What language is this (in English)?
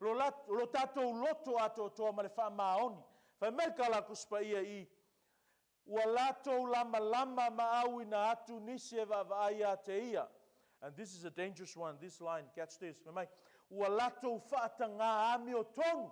Samoan